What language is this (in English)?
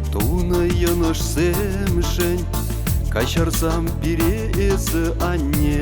Chuvash